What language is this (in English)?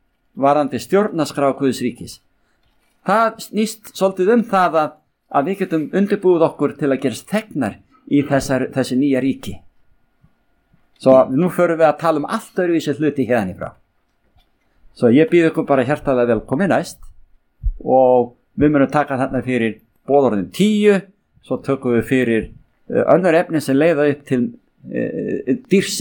Icelandic